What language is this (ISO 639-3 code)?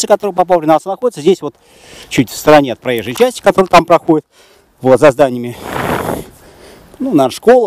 rus